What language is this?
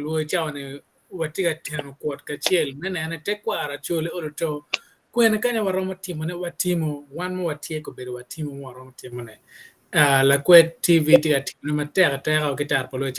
Acoli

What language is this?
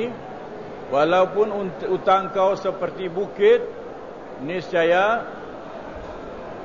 Malay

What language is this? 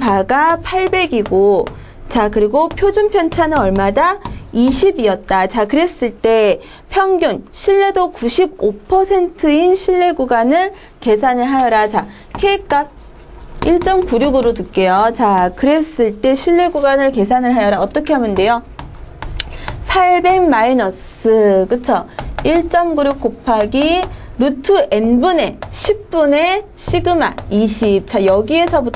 Korean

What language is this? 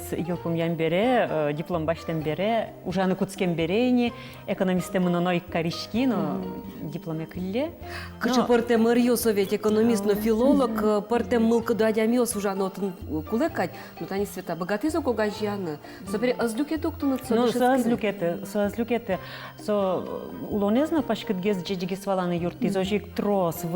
Udmurt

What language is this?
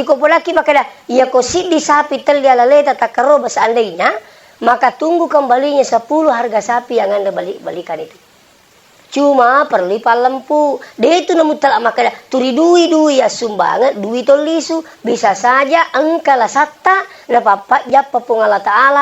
Buginese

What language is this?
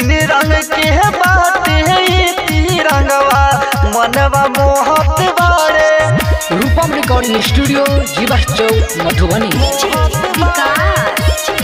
Bhojpuri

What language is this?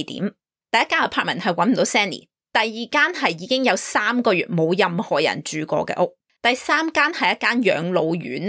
Cantonese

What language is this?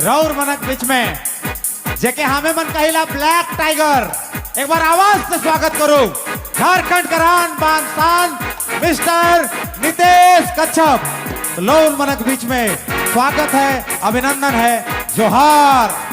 Sadri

